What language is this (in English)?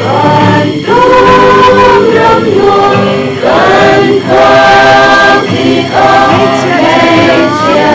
Hakha Chin